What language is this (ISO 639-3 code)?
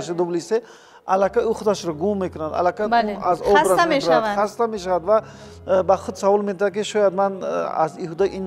tgk